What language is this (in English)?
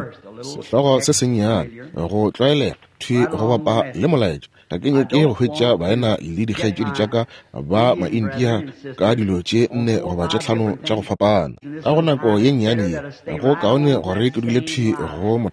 Northern Sotho